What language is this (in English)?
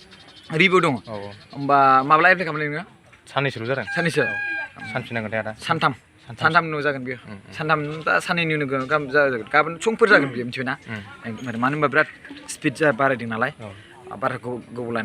Bodo